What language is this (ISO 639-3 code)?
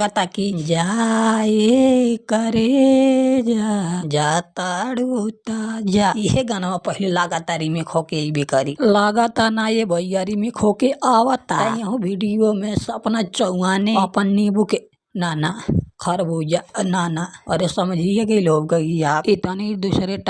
bho